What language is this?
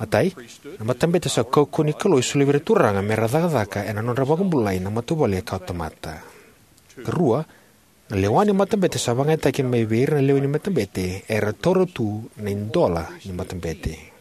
Fijian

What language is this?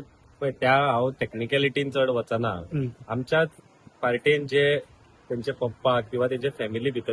Konkani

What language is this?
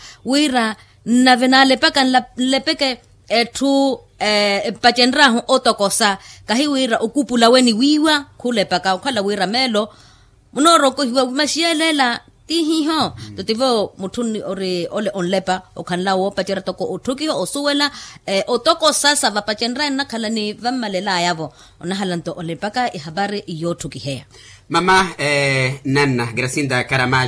Makhuwa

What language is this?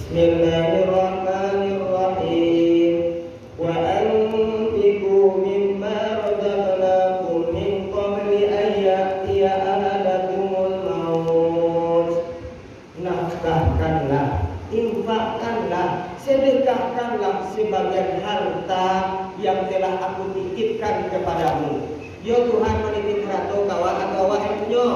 Minangkabau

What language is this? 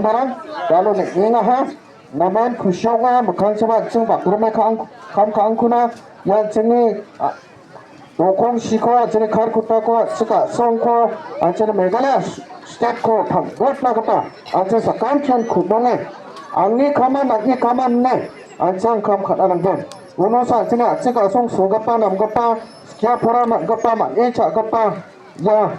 Garo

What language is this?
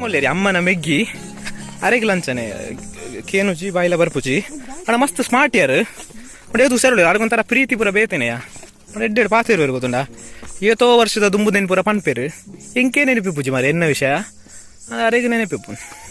Tulu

